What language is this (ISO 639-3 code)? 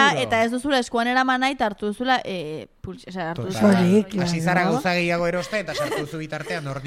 eus